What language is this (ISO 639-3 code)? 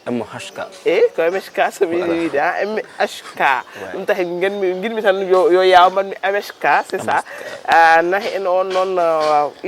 ful